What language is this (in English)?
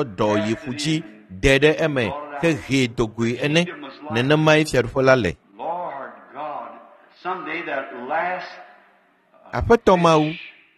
Ewe